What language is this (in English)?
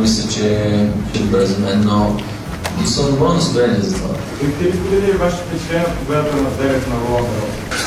Bulgarian